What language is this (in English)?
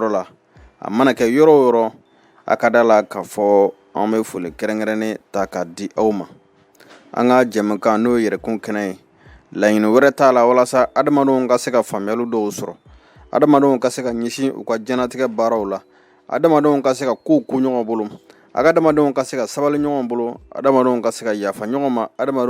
Bambara